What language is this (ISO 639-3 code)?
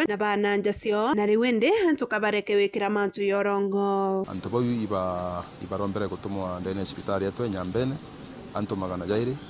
mer